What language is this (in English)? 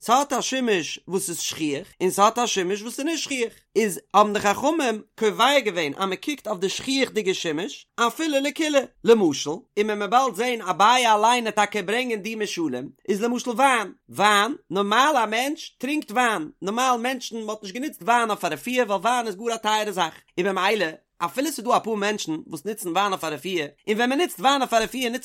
Yiddish